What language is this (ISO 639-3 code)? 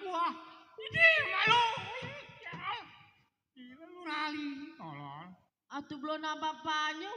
bew